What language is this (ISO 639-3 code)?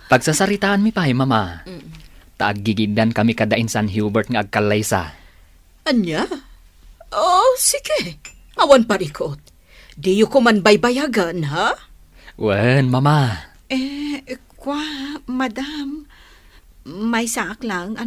ilo